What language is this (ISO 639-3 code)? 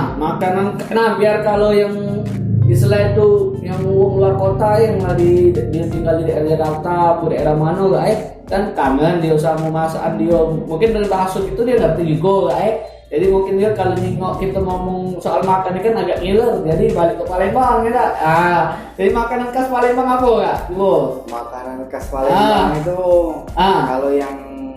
mui